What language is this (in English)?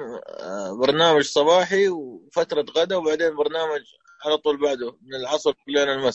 Najdi Arabic